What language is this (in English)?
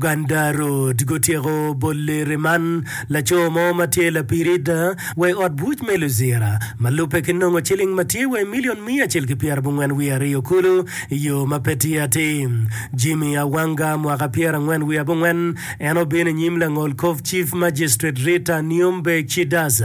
Acoli